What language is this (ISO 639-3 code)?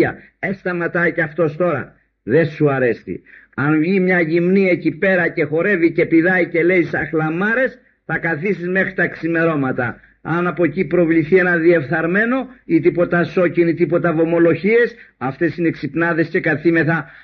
ell